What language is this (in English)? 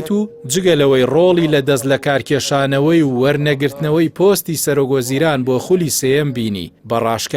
Central Kurdish